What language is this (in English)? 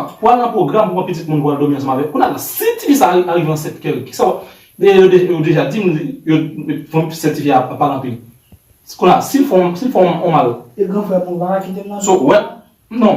Haitian Creole